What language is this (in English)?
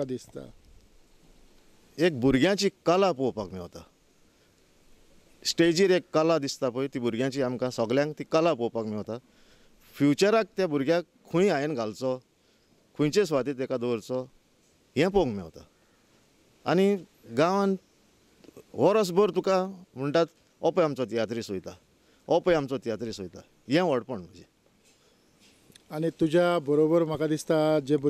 Konkani